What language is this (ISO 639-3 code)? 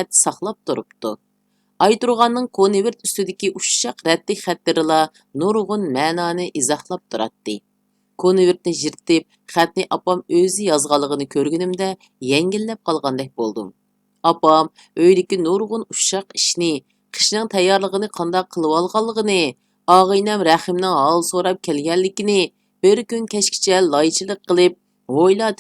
uig